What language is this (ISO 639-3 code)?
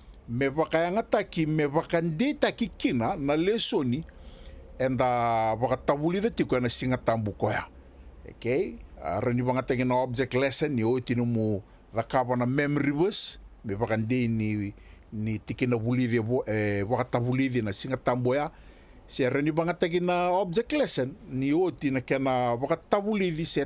fij